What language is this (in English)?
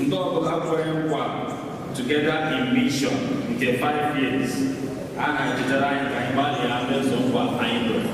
Igbo